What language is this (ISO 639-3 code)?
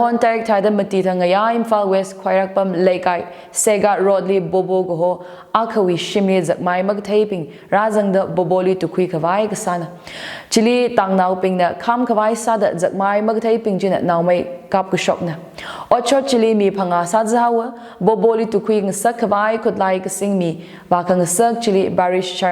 nmf